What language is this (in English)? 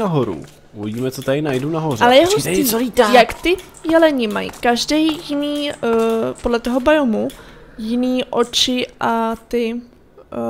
Czech